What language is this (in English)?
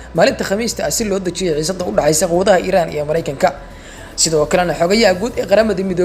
Somali